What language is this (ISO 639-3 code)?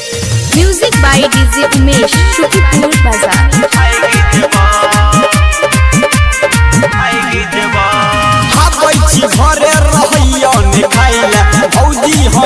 bho